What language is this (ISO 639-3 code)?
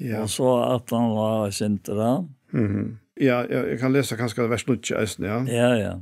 fao